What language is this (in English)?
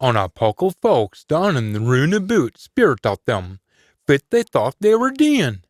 Scots